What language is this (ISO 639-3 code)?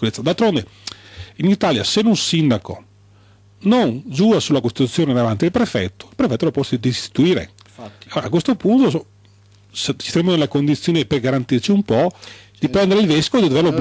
ita